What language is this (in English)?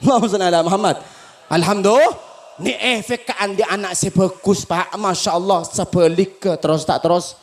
Madurese